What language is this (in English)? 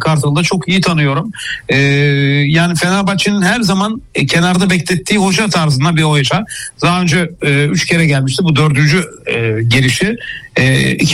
Turkish